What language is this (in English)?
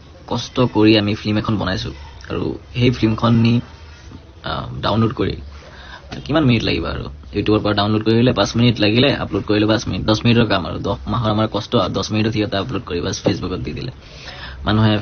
Assamese